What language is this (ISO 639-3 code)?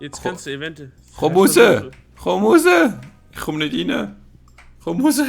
gsw